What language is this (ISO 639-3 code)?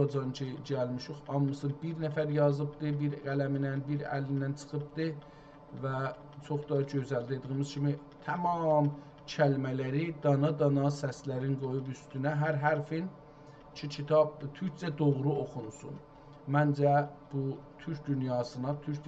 azb